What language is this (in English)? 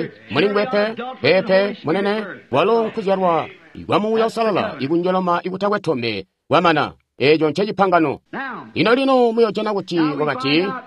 Tonga (Zambia)